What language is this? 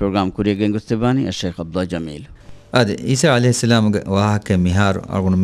Divehi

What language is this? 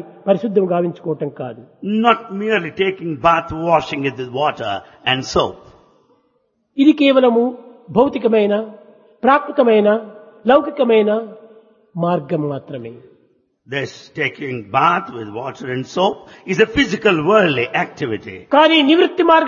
Telugu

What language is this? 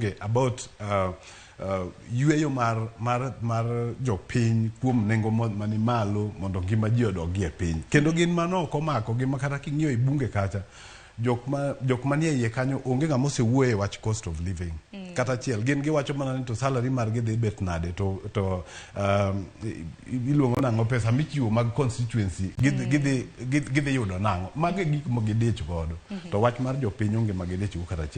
Luo (Kenya and Tanzania)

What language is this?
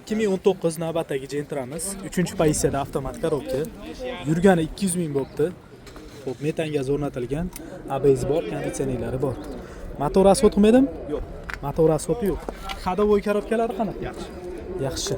Uzbek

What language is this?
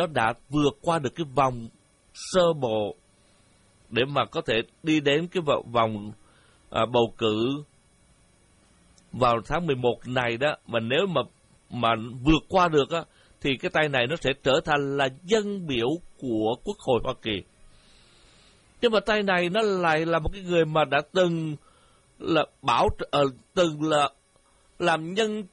Vietnamese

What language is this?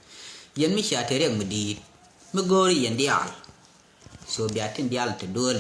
Nuer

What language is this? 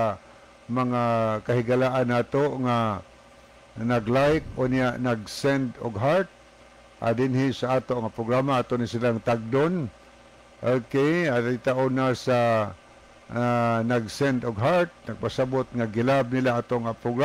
Cebuano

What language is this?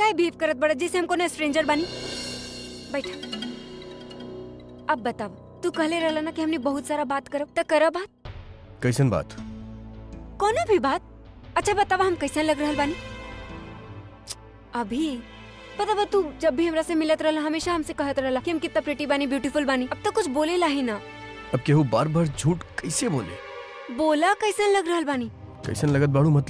Bhojpuri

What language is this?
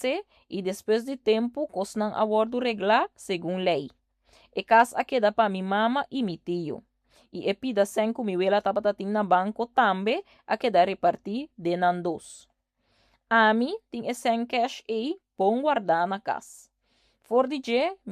Papiamento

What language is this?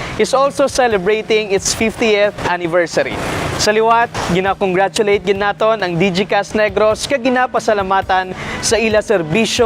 Hiligaynon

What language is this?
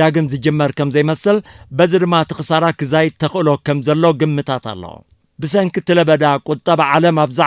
Tigrinya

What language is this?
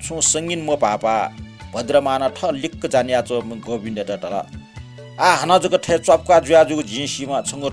Newari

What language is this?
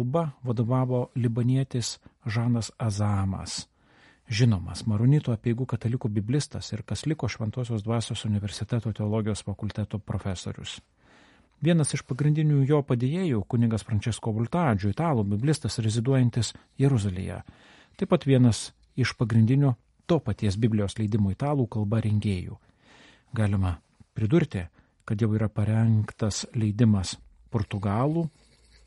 Lithuanian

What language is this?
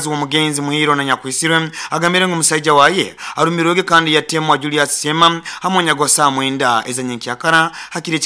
Nyoro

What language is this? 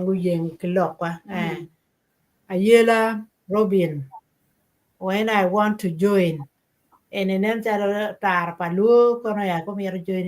Acoli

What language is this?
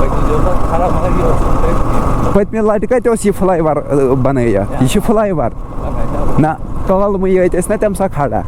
Kashmiri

